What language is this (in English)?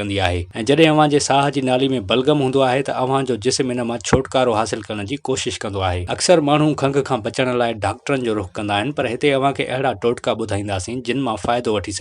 Sindhi